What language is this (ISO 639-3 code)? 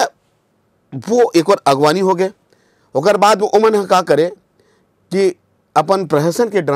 hne